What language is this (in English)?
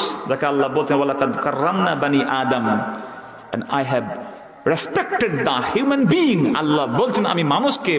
Bangla